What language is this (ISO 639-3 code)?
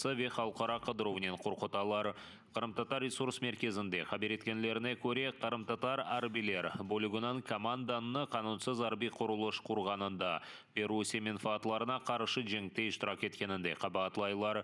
crh